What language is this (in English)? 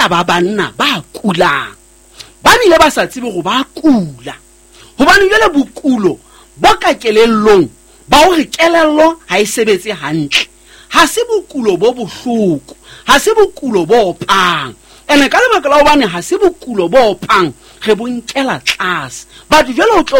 Southern Sotho